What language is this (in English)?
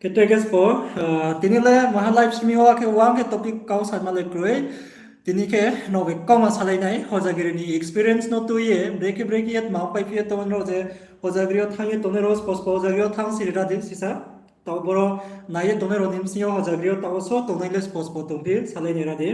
Riang (India)